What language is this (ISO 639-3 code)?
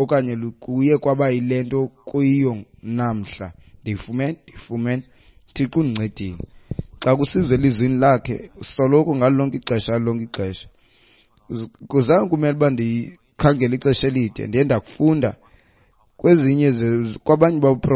xho